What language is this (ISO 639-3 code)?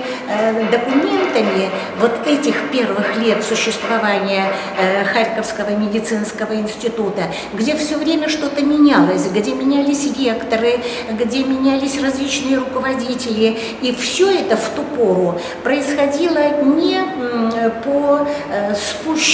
rus